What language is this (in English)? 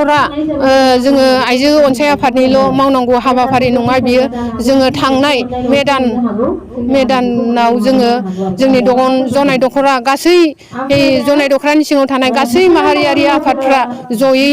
Bodo